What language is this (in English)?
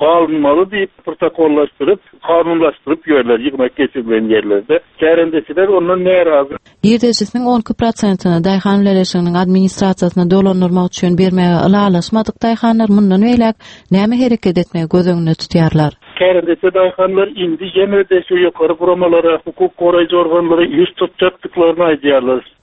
Turkmen